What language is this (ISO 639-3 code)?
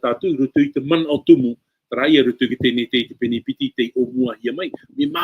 tah